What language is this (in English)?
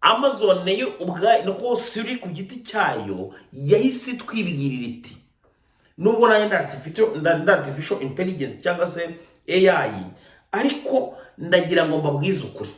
Kinyarwanda